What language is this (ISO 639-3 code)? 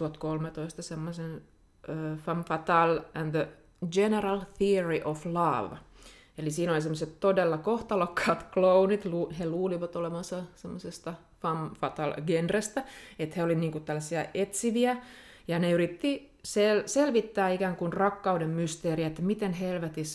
fin